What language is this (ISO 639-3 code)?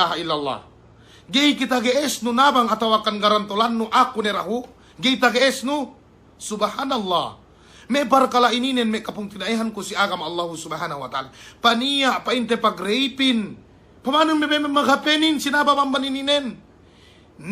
yka